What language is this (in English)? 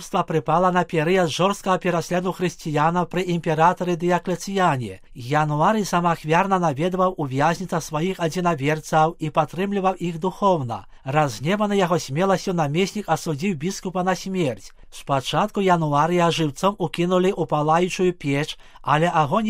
Belarusian